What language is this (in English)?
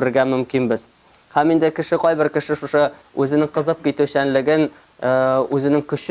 Tatar